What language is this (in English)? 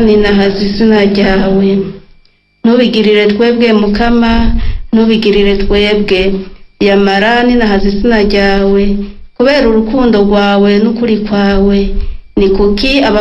Rundi